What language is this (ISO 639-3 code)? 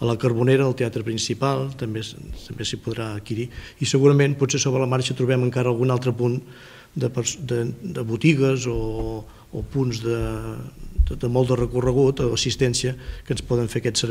cat